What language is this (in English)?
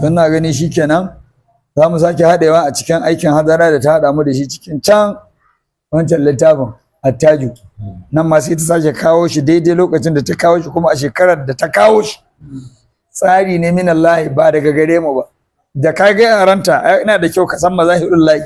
Hausa